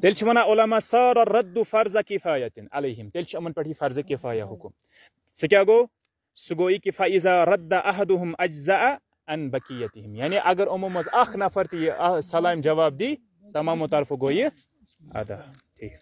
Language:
Kashmiri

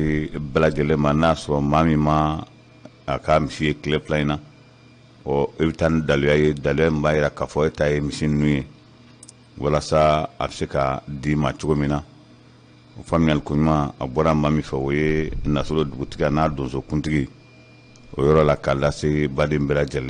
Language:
Bambara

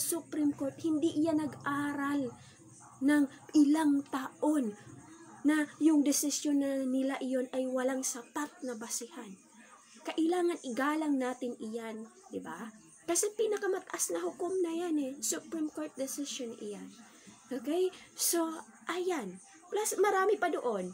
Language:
Filipino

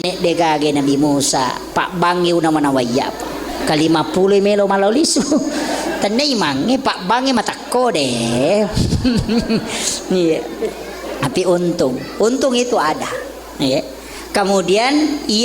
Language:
Buginese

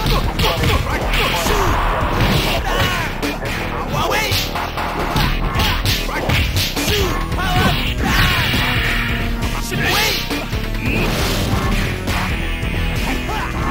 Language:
Japanese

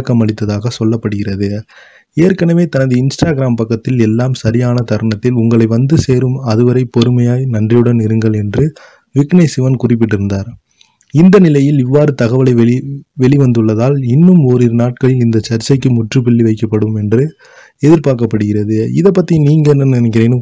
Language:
Tamil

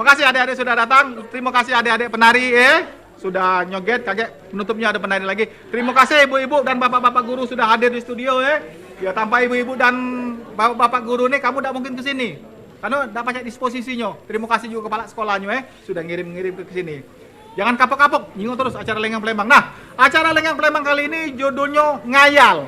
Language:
Musi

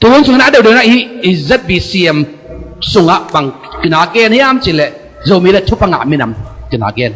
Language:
Tedim Chin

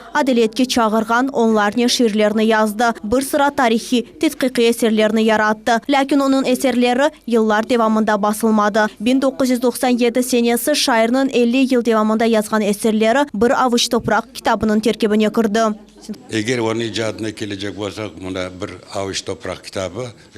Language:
Crimean Tatar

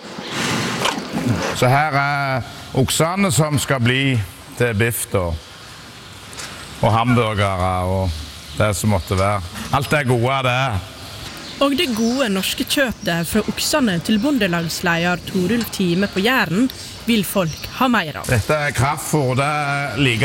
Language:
Norwegian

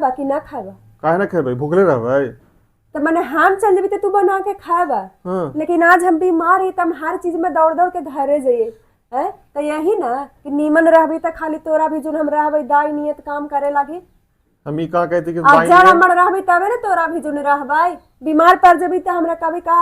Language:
Magahi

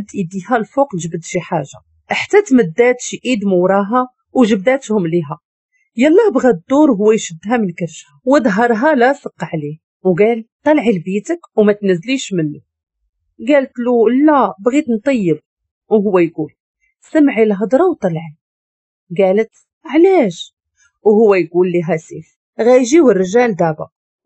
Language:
Moroccan Arabic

